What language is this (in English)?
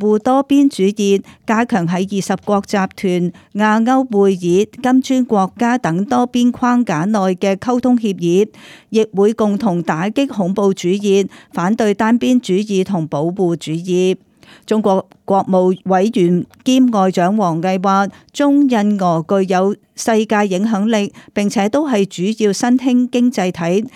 Cantonese